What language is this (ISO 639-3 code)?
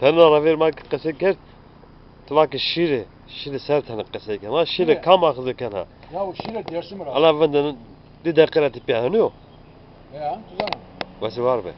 zza